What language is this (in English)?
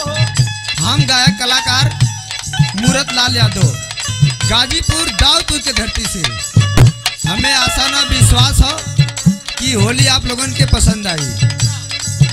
Bhojpuri